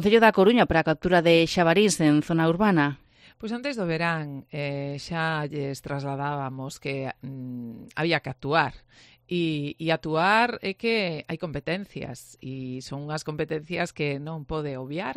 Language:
Galician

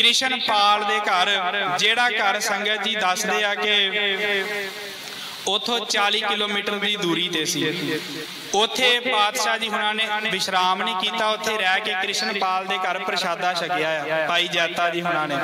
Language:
Punjabi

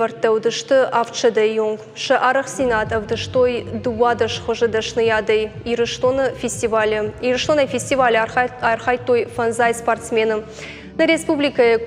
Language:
Ossetic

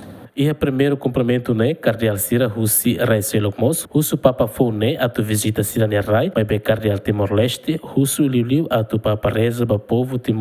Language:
Tetum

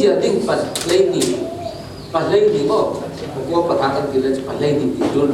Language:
Falam Chin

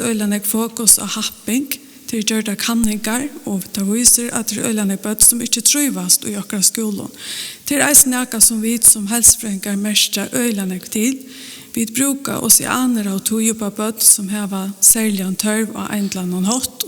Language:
Faroese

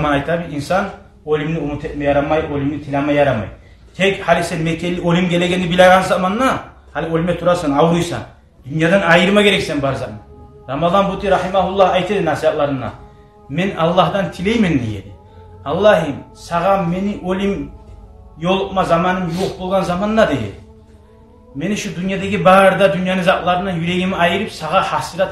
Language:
Kumyk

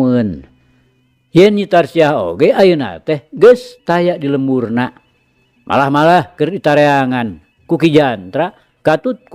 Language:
Sundanese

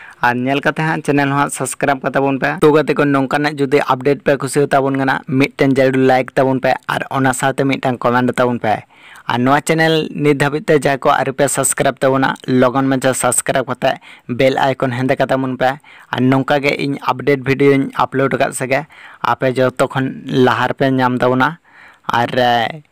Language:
Santali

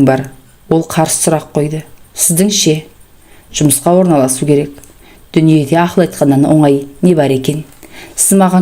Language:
Kazakh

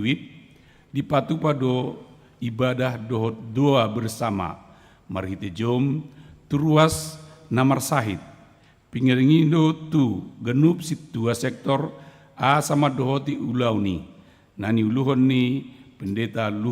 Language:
Batak Toba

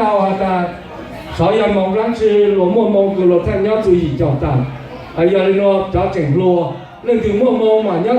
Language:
Hmong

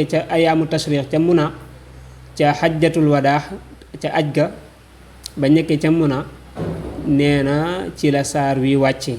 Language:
Wolof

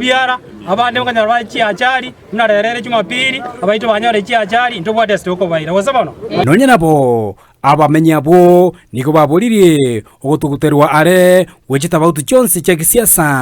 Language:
Gusii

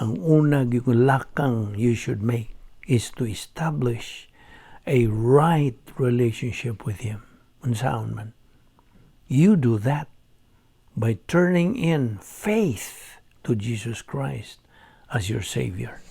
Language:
Cebuano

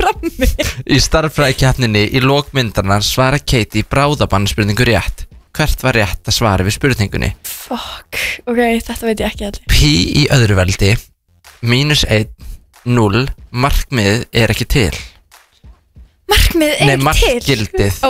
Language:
Icelandic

